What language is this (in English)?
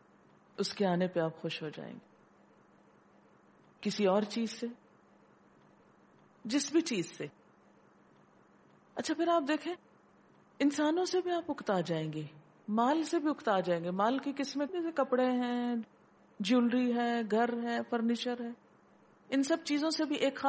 Urdu